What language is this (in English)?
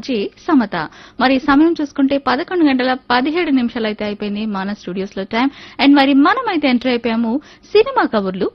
Telugu